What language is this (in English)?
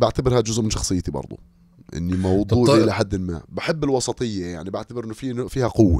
North Levantine Arabic